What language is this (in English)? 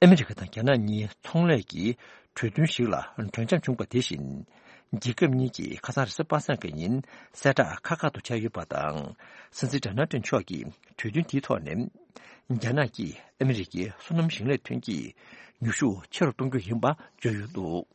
Tibetan